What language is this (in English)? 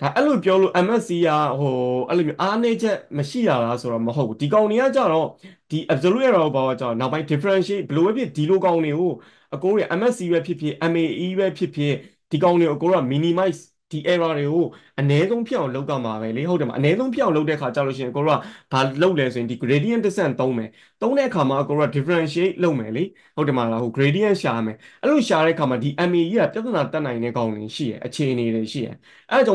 Burmese